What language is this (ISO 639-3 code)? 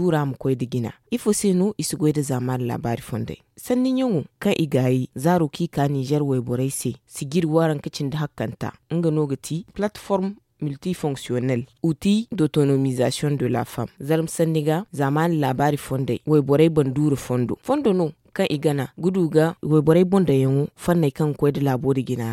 dje